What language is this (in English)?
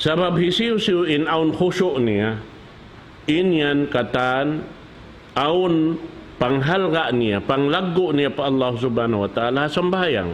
Tausug